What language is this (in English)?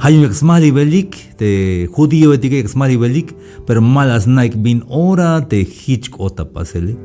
Tzeltal